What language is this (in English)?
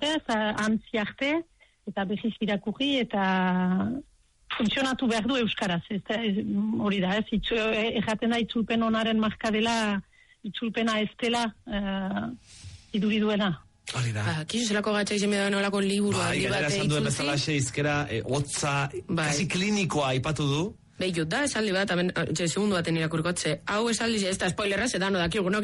Basque